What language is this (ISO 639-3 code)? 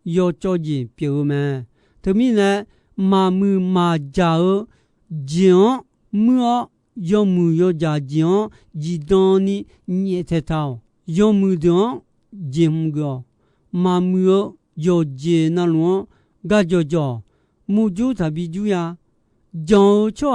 ahk